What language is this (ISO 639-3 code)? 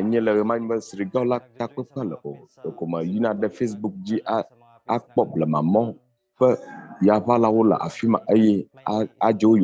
ewe